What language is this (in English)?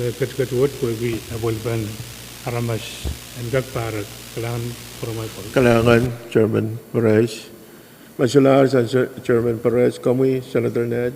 Pohnpeian